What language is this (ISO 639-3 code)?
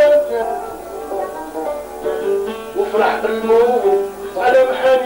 ara